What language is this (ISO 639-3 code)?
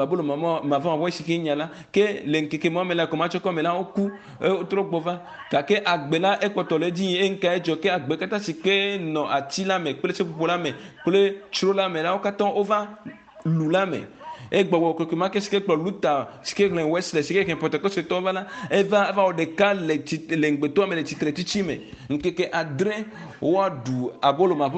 ewe